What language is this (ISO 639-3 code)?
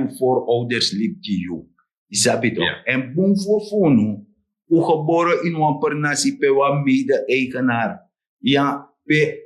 srn